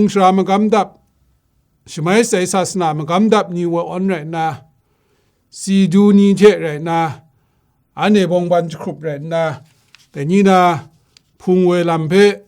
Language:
Kachin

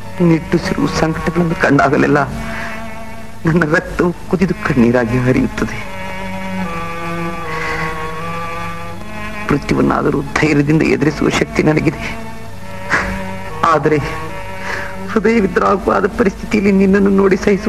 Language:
Kannada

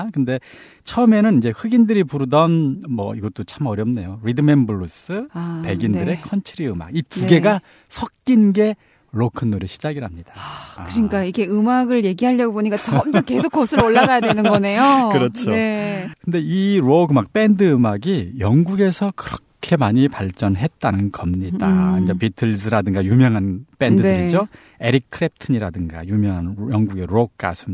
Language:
Korean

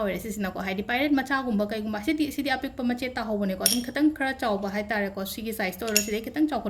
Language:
Manipuri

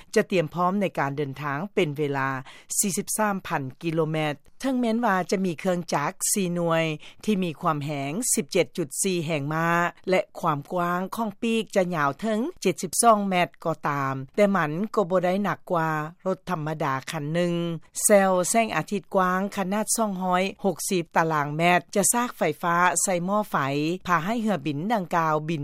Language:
Lao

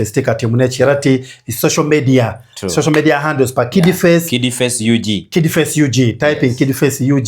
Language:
Acoli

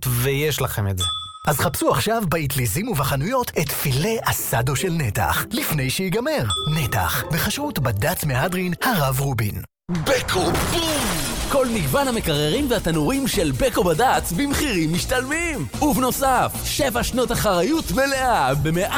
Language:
Hebrew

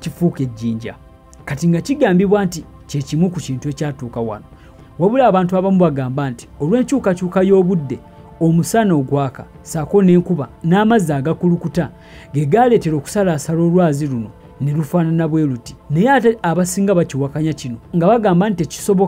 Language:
Ganda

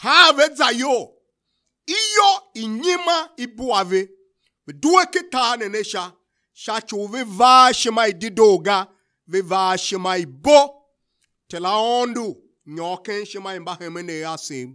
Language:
Tiv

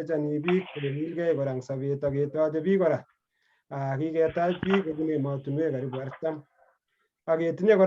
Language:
Kalenjin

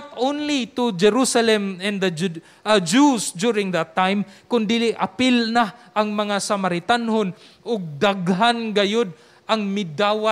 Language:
Cebuano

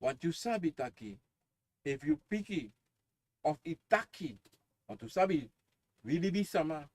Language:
Sranan Tongo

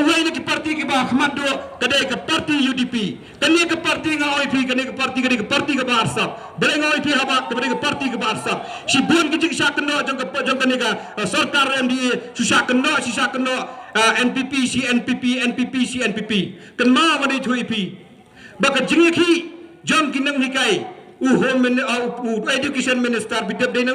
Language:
Khasi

